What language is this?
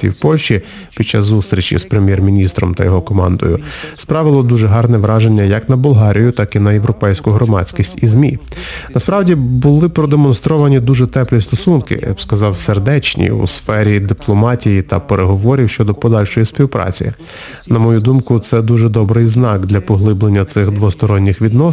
Ukrainian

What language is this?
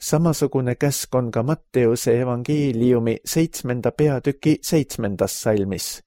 Estonian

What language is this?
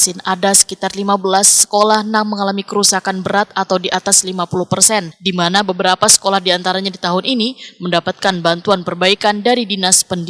Banjar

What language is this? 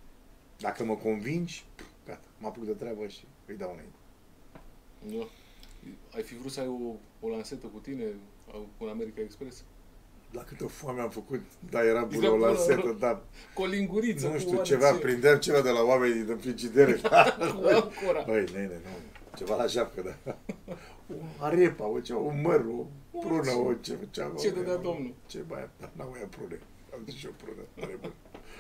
Romanian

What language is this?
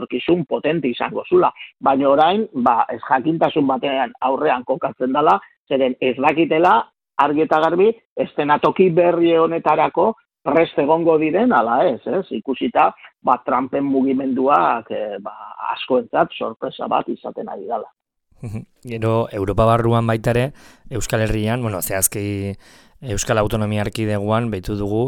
Basque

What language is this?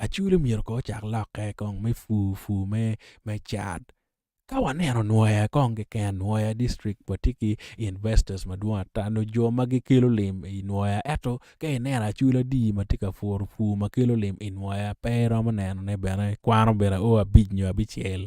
Acoli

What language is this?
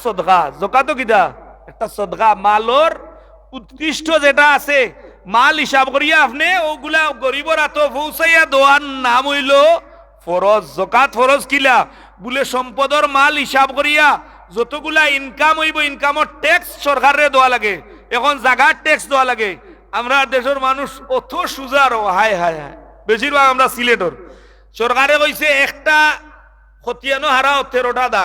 Sylheti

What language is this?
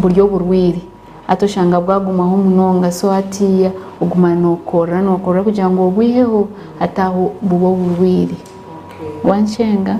Nyankole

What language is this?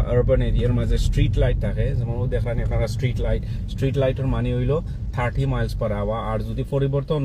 Sylheti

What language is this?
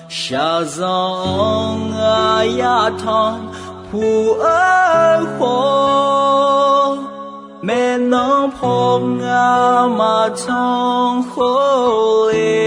Akha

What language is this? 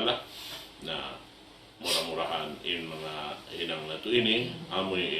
Tausug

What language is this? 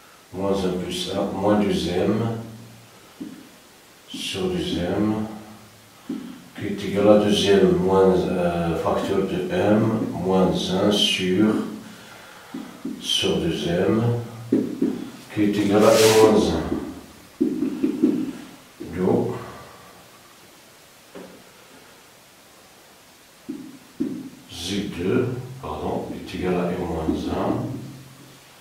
French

